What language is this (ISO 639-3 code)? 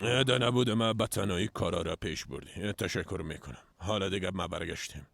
fas